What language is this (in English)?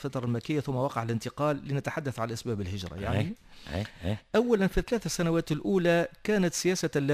Tunisian Arabic